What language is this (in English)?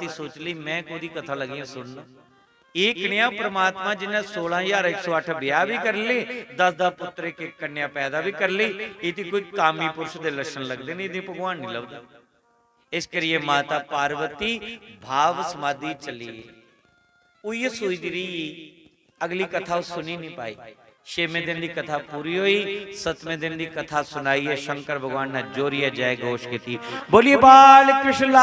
Dogri